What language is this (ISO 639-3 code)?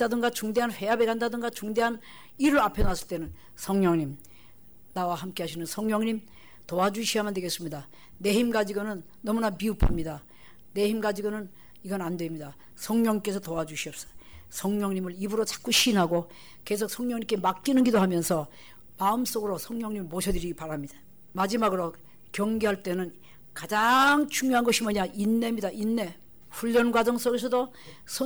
kor